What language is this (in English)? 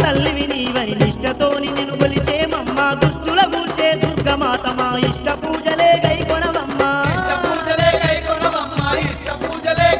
Telugu